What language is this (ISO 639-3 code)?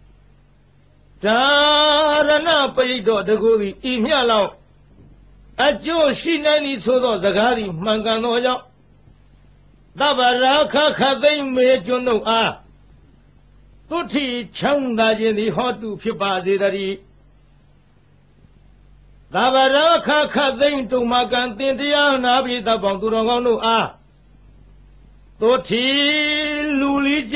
mya